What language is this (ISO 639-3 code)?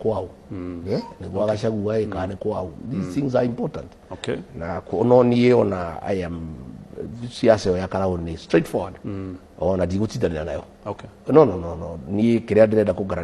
kik